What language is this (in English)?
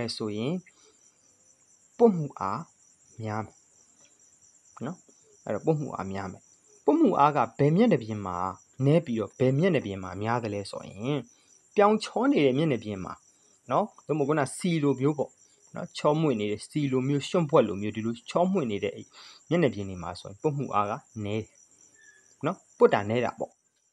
Burmese